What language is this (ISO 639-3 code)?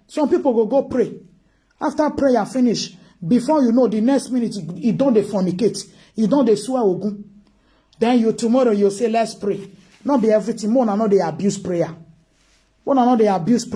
pcm